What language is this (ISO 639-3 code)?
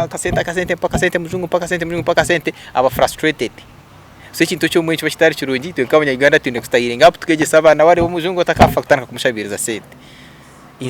nyn